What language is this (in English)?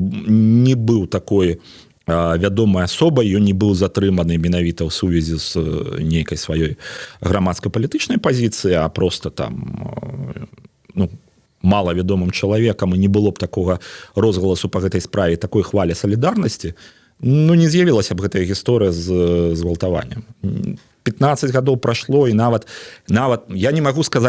Belarusian